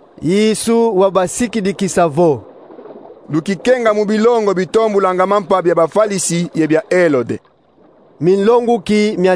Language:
Kongo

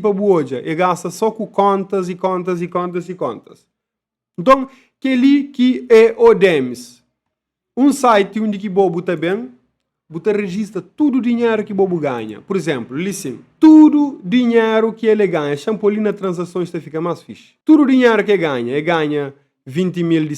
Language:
Kabuverdianu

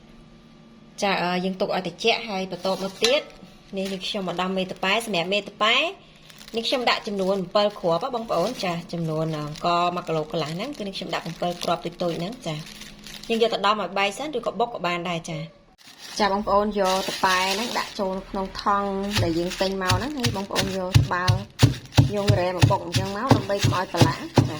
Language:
Khmer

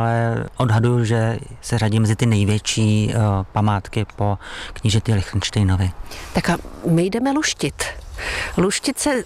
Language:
Czech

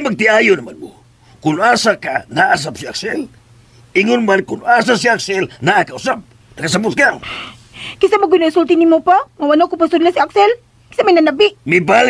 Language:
Cebuano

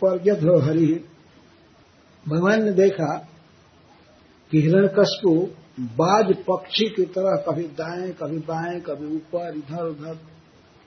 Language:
Hindi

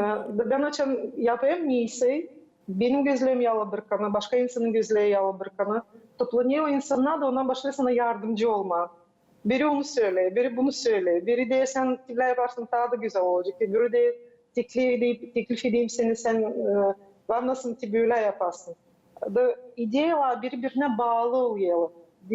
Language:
Gagauz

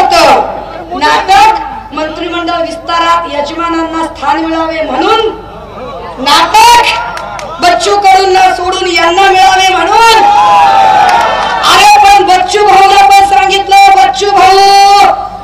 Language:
Marathi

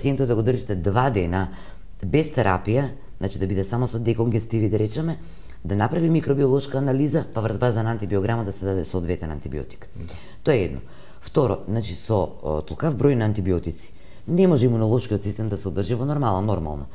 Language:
Macedonian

